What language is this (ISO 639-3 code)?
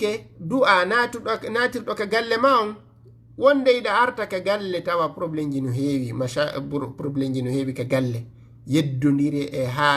ful